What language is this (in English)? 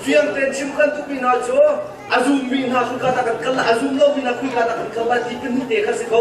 Hakha Chin